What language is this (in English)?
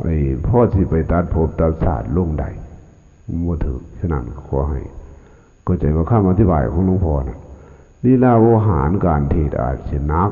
Lao